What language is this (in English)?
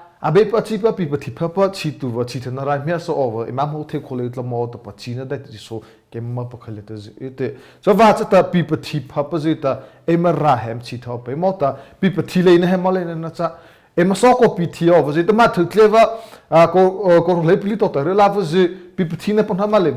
Mara Chin